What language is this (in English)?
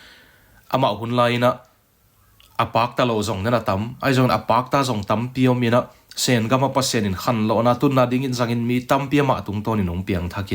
Tedim Chin